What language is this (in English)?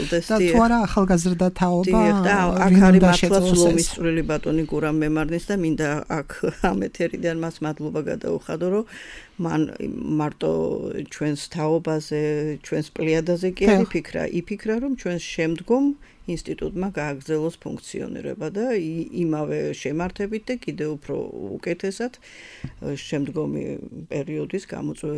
Georgian